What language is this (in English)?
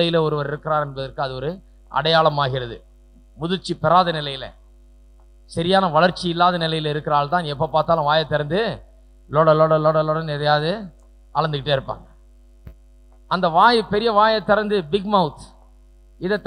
Tamil